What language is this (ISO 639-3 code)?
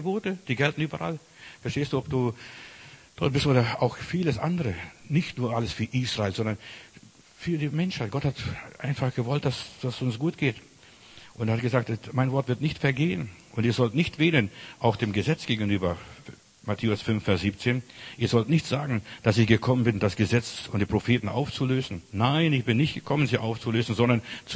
deu